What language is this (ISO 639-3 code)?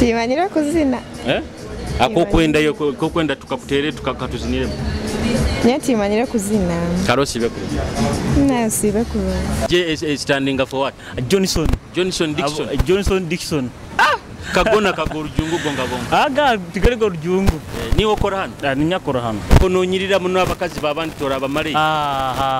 nyo